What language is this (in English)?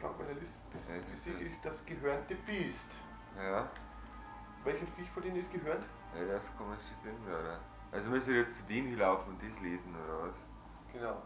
Bavarian